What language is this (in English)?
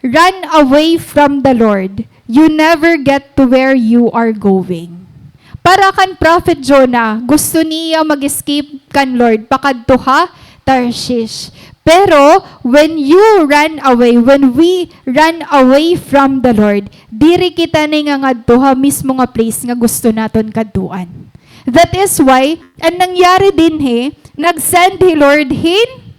Waray